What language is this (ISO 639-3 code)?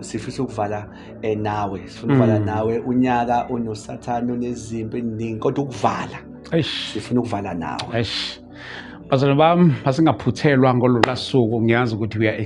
zul